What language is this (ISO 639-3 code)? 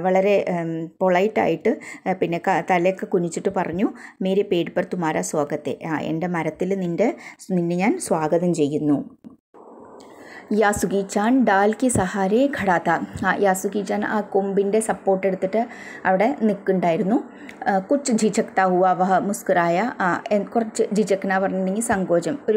mal